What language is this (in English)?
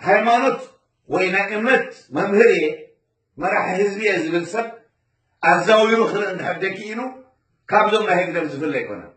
Tigrinya